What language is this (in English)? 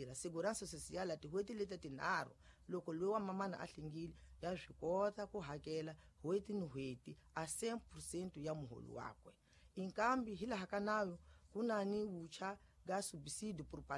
Tsonga